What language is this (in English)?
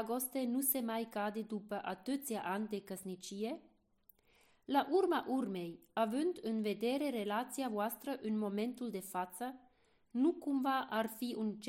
Romanian